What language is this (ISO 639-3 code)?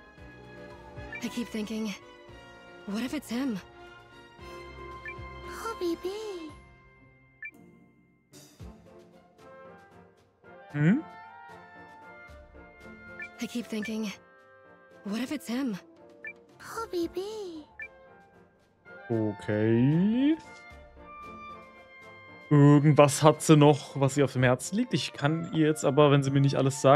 deu